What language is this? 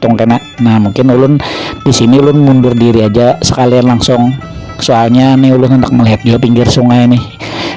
Banjar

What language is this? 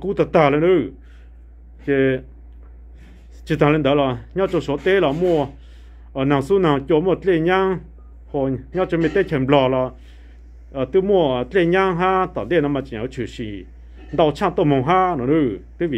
Vietnamese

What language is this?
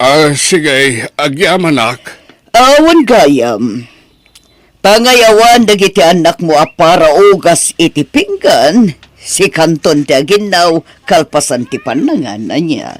Iloko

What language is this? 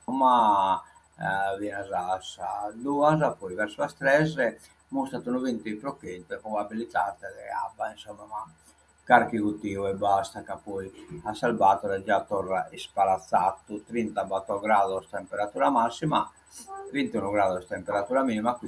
Sardinian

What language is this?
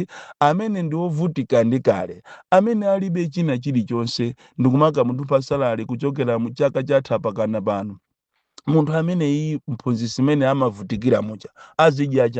Nyanja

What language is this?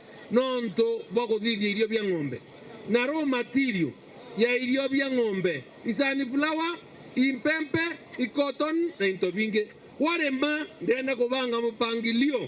Meru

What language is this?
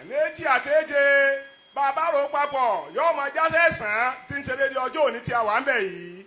Yoruba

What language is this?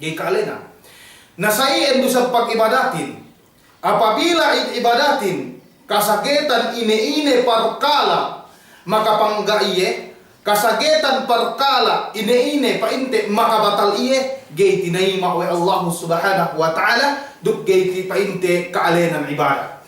Yakan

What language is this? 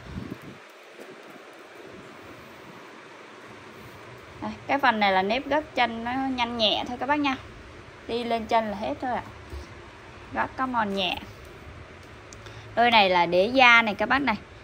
Vietnamese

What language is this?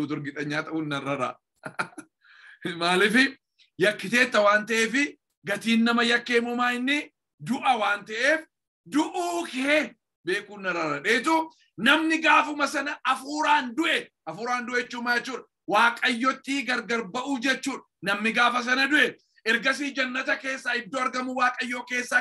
Oromo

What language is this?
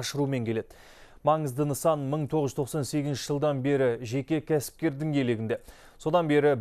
Kazakh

